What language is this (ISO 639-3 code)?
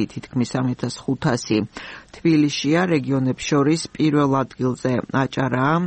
kat